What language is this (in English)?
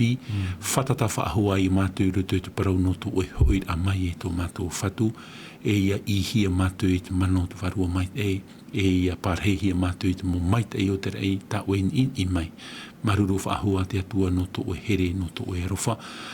Tahitian